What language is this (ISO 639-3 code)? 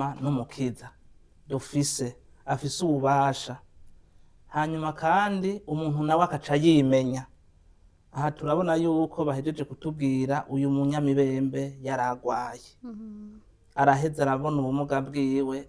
run